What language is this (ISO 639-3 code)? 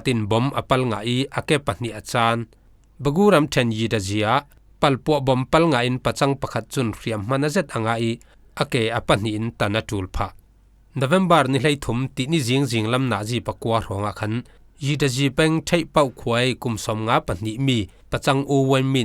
cfm